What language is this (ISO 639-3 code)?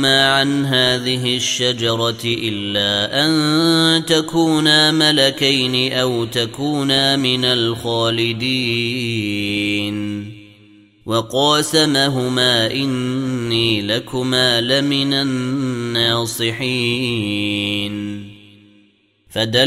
ara